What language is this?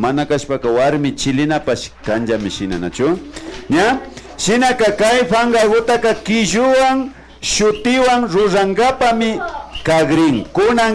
Imbabura Highland Quichua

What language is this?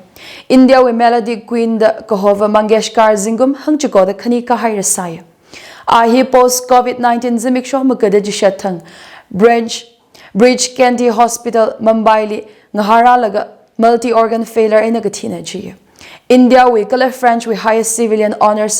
Tangkhul Naga (India)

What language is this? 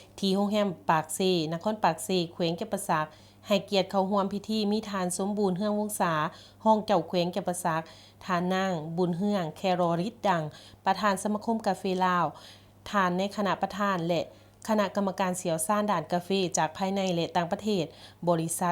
Lao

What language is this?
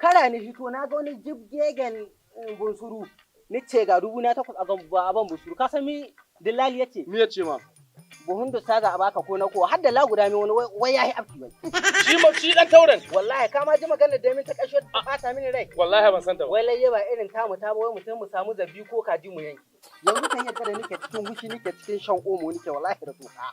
Hausa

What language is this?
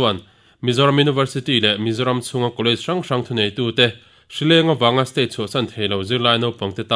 Mizo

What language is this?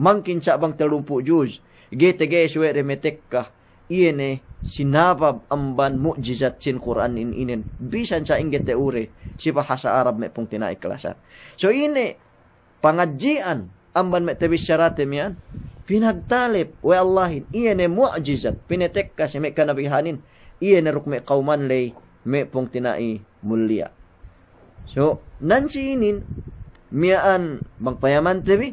Yakan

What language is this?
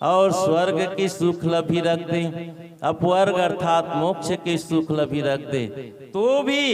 Chhattisgarhi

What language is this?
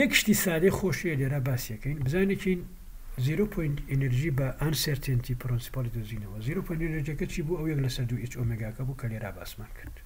Central Kurdish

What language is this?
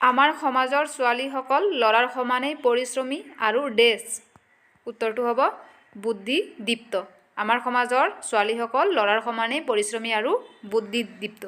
Assamese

